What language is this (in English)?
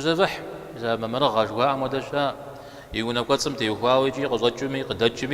Kabardian